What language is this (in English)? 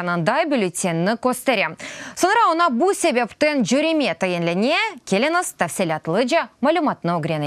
Crimean Tatar